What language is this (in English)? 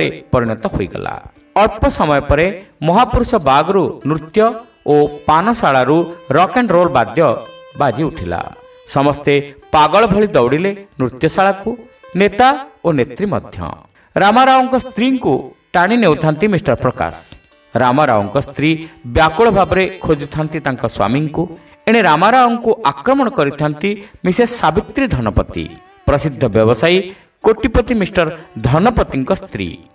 Odia